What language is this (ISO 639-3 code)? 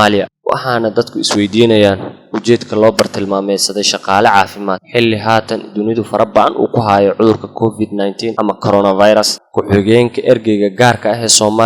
som